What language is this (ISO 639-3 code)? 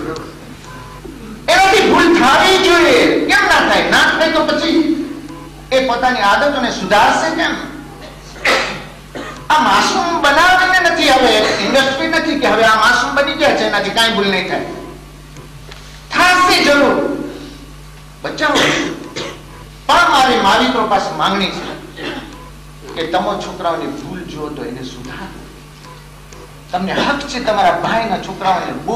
guj